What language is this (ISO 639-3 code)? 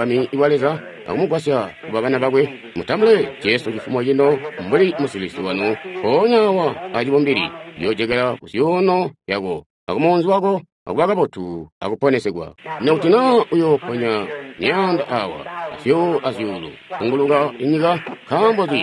toi